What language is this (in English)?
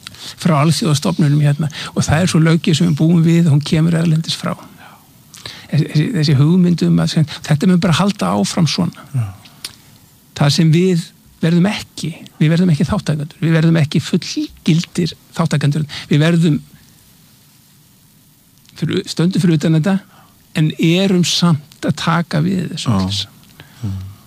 Icelandic